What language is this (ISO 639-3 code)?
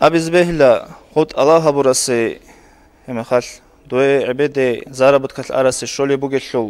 ava